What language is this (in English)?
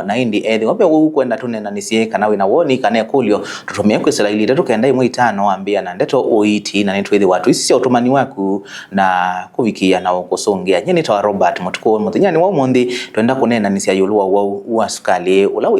Kamba